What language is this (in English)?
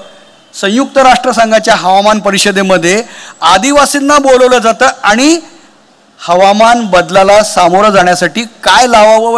Marathi